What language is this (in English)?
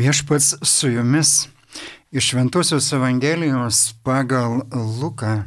Lithuanian